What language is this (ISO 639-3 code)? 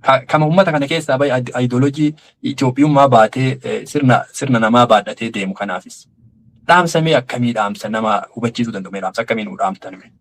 orm